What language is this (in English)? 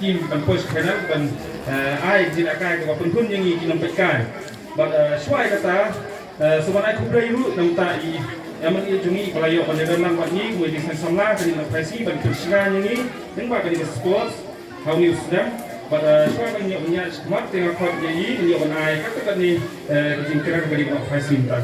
Khasi